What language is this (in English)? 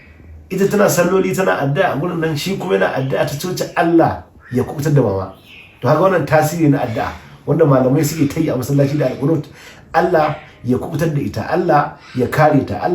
Hausa